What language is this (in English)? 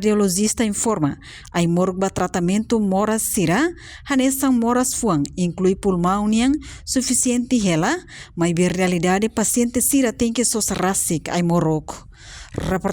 Tetum